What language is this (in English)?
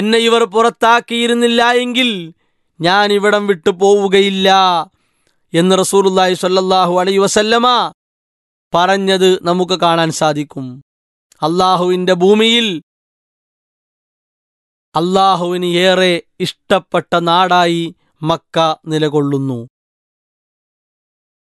Malayalam